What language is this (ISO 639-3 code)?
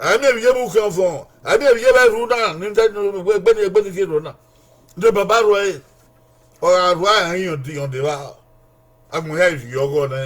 bin